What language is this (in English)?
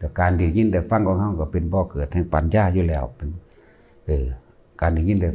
Northeastern Thai